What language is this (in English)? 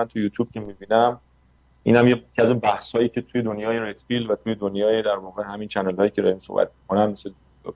Persian